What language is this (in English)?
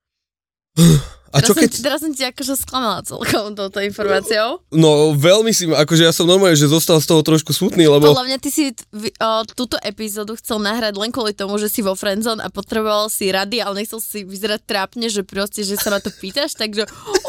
Slovak